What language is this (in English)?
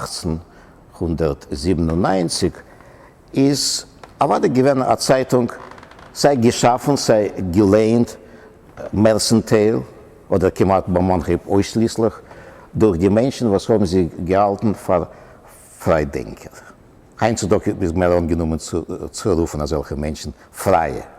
Yiddish